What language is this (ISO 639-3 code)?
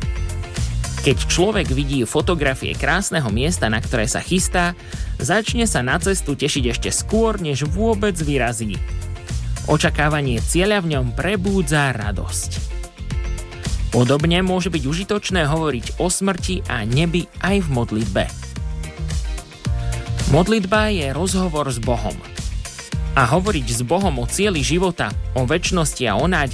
slk